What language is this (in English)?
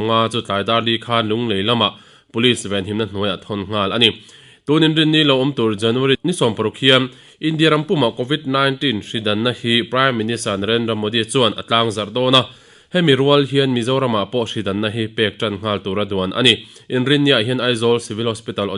Mizo